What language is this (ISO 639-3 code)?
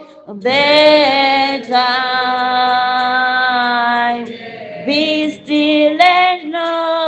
ven